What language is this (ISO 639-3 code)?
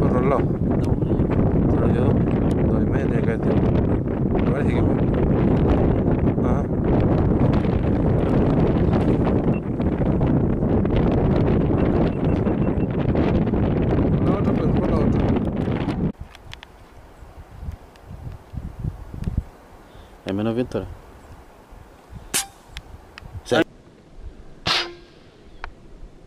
spa